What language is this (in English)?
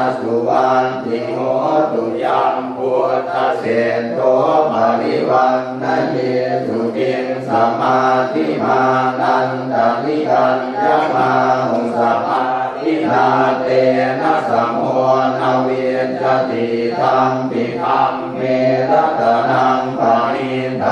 Pali